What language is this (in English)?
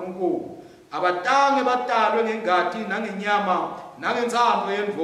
Swati